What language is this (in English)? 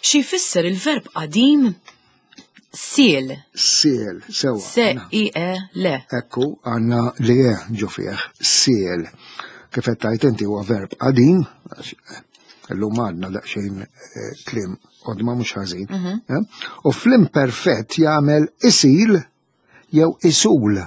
Maltese